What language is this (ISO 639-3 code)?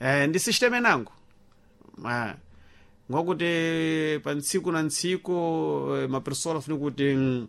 seh